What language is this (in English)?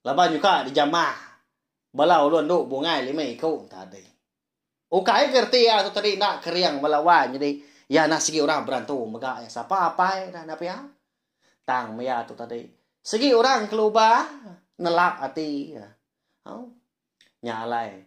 Iban